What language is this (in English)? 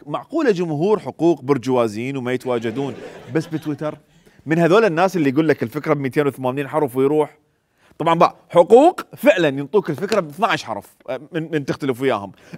Mesopotamian Arabic